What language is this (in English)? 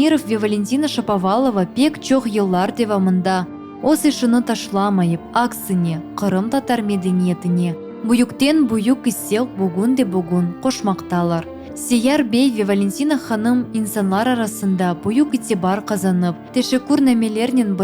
Crimean Tatar